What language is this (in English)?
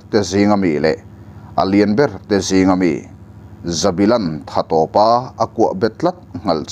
Mizo